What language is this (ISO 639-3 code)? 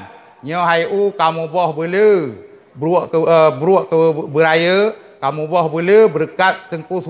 ace